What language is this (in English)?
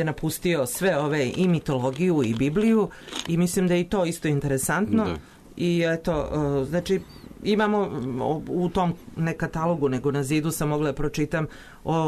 Serbian